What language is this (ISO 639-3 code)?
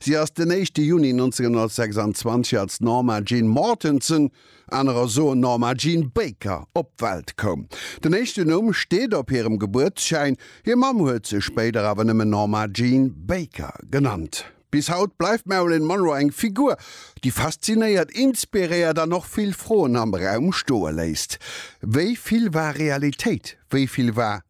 ltz